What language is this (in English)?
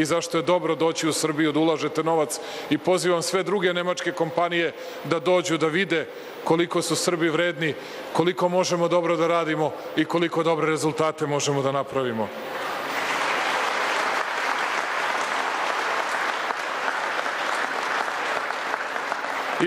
Serbian